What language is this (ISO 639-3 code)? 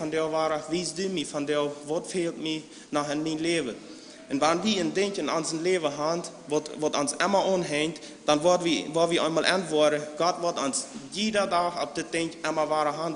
pdt